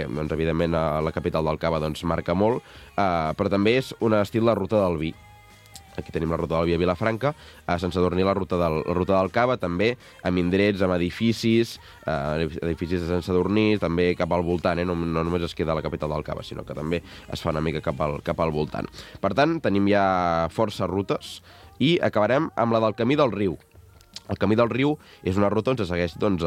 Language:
Catalan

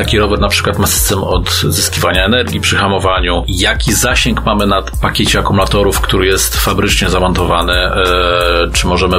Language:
Polish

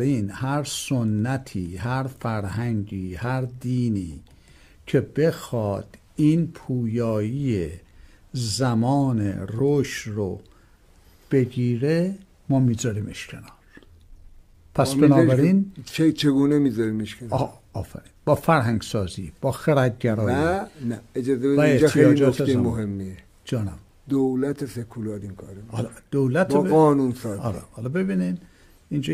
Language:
Persian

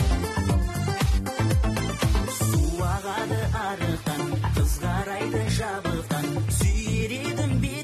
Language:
Kazakh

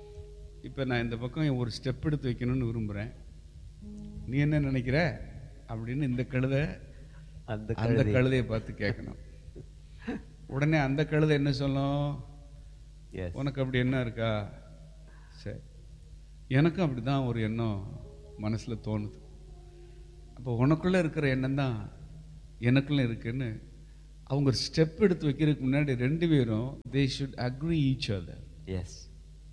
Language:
Tamil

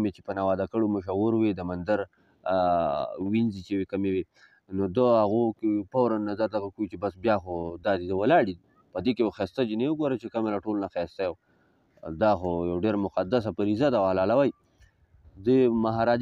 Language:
Pashto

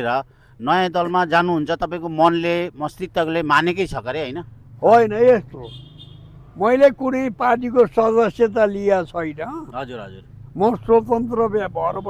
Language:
Nepali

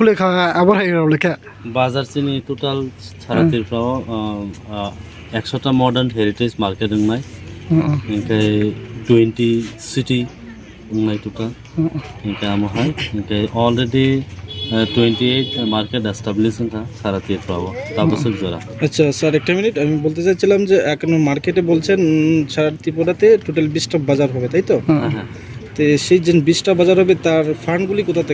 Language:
Riang (India)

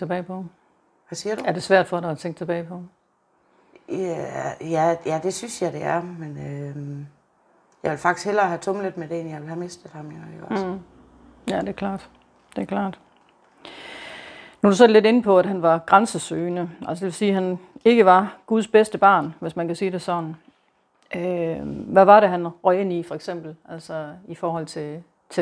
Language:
Danish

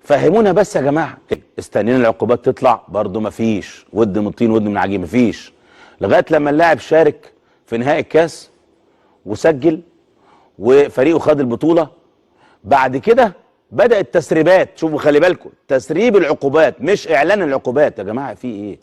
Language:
Egyptian Arabic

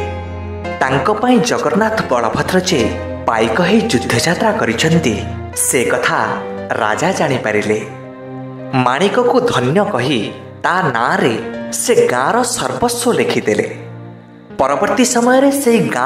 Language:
Odia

